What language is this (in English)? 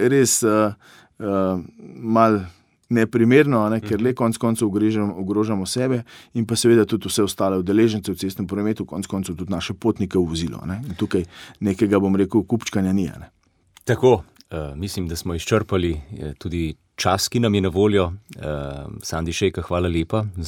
Slovenian